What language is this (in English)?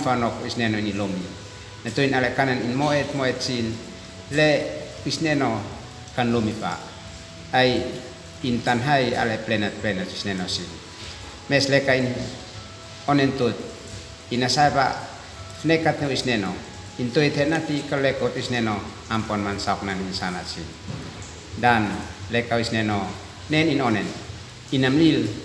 Uab Meto